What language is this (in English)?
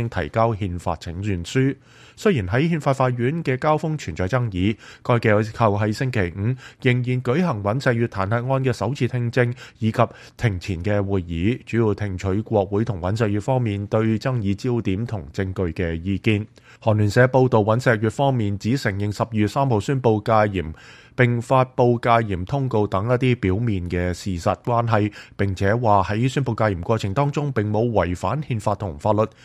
Cantonese